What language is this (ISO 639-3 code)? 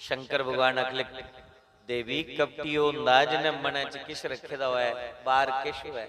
doi